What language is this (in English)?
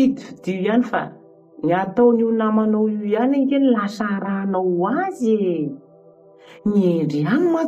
Malagasy